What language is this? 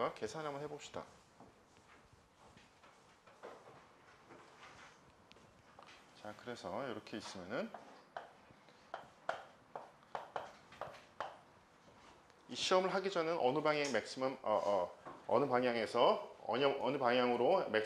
Korean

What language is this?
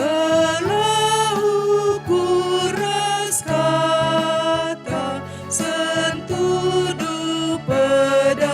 Batak Karo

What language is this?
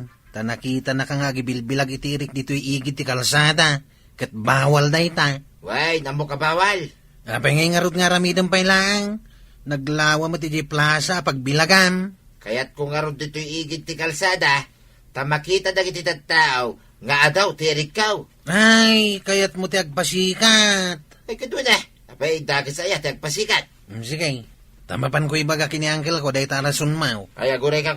Iloko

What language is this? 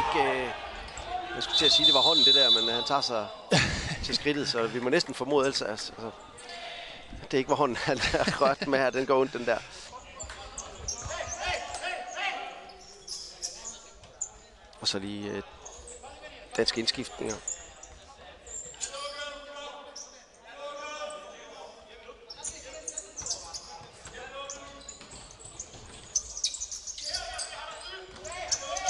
Danish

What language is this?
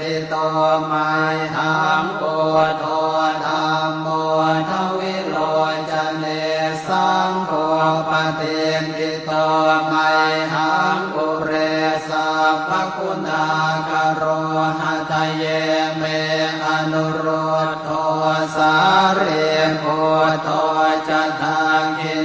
Pali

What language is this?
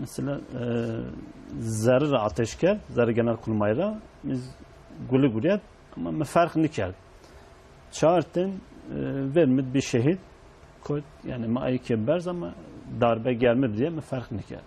Kurdish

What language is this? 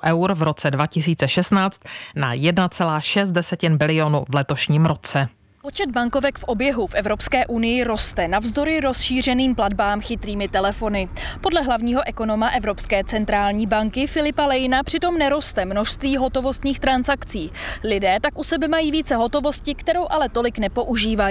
Czech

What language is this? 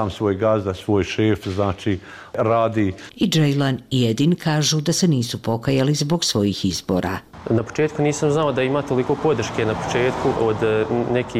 Bosnian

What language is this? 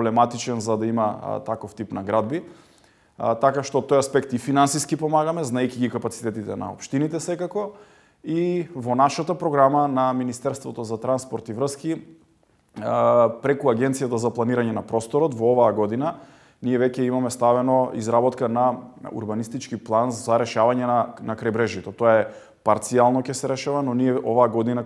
Macedonian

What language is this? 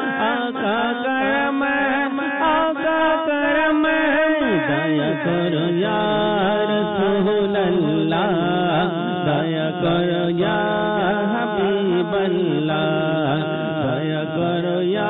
Bangla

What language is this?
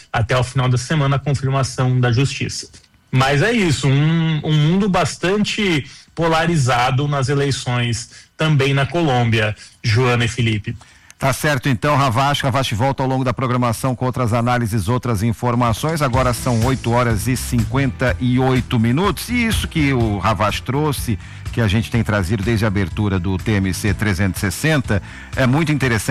Portuguese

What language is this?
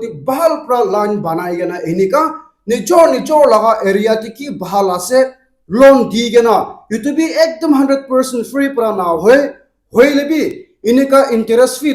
Naga Pidgin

